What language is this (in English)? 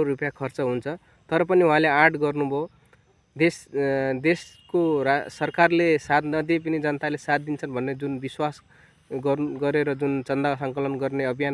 Nepali